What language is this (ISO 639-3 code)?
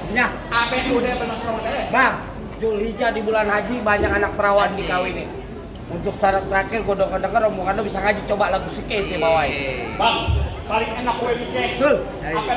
bew